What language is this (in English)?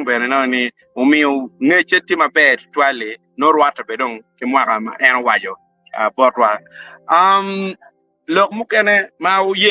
Acoli